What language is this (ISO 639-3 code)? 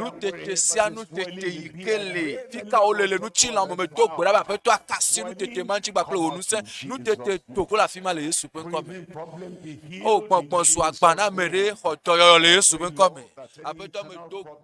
ewe